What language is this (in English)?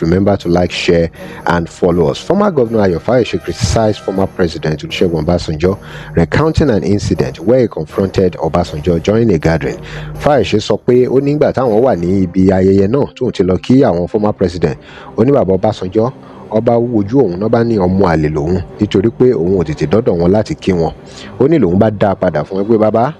Yoruba